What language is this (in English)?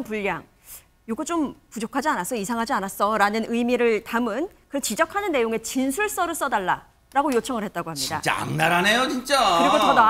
Korean